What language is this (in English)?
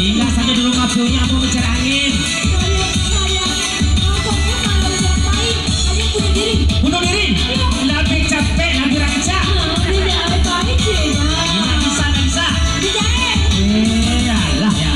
Minangkabau